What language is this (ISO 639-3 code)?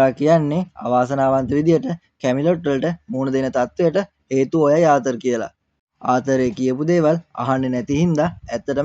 sin